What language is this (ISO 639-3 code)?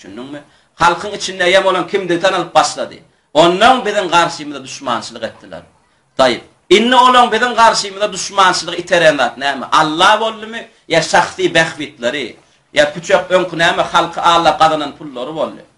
tuk